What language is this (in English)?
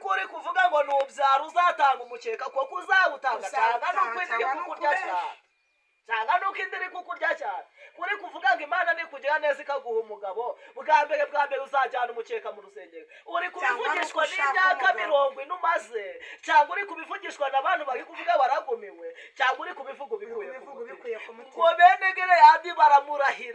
Kinyarwanda